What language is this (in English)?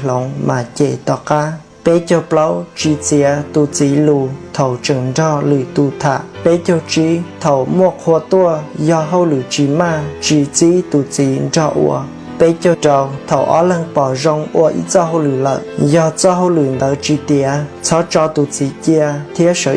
Hmong